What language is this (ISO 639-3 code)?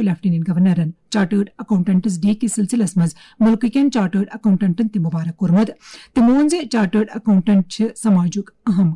kas